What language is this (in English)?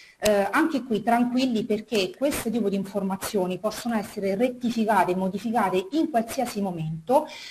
Italian